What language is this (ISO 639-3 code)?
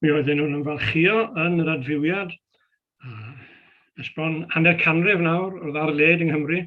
cym